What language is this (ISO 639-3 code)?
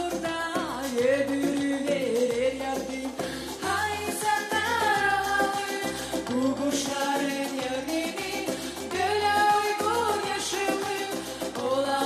gag